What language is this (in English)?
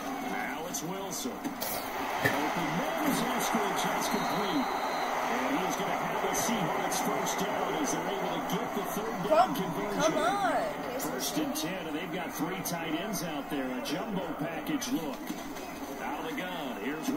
English